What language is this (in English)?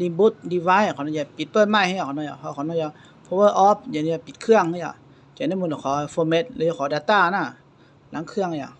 Hmong